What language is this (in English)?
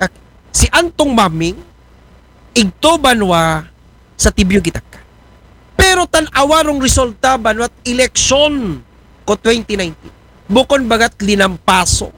Aklanon